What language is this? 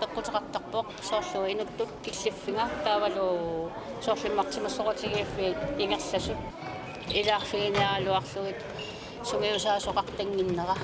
Kalaallisut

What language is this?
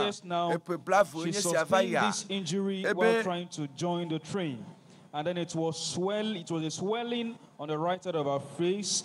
Ewe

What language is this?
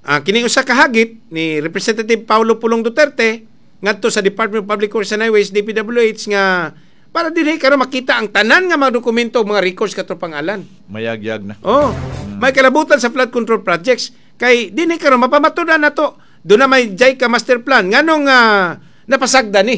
Cebuano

